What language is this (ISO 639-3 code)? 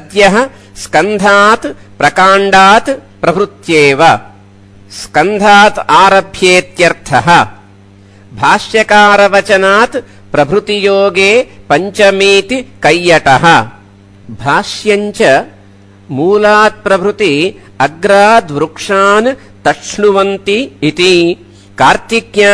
san